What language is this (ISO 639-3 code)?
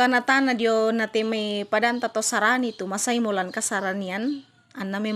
sda